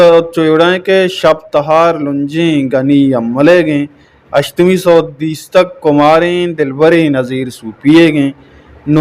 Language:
Baluchi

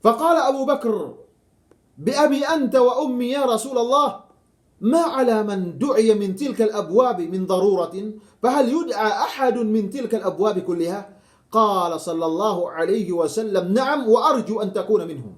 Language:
Yakan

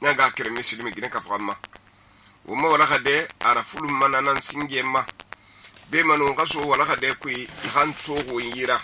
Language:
Susu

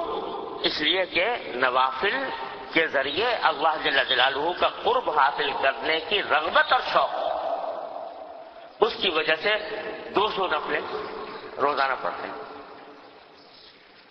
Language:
Urdu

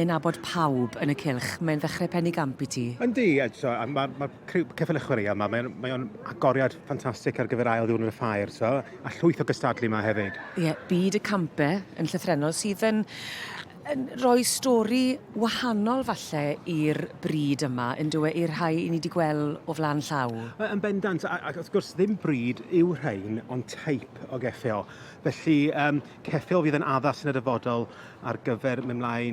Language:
Welsh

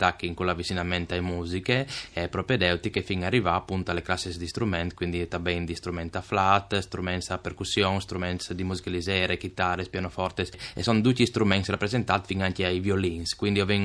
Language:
Friulian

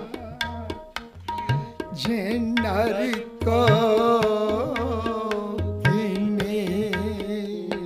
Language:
Punjabi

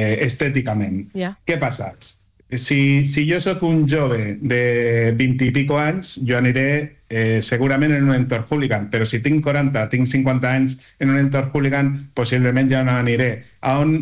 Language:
Catalan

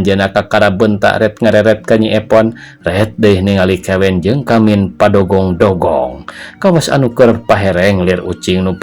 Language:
Sundanese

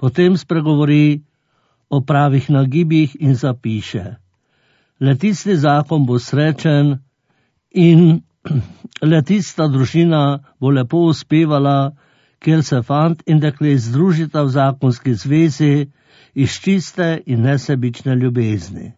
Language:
Slovenian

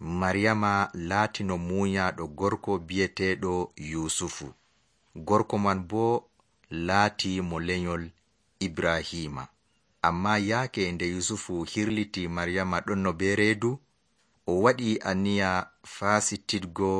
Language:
Nigerian Fulfulde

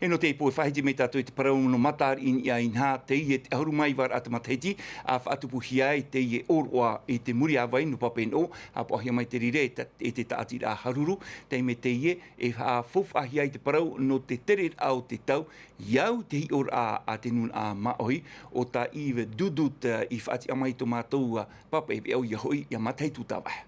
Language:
Tahitian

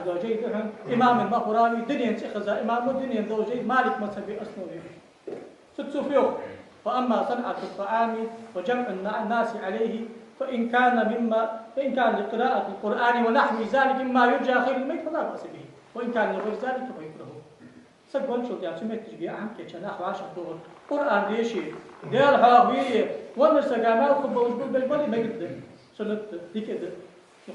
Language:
Ingush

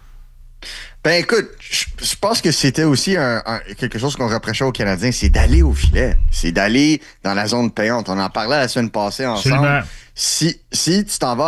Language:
French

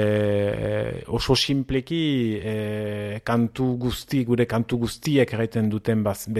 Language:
Basque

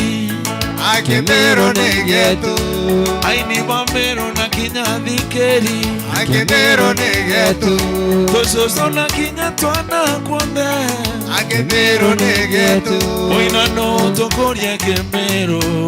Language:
Meru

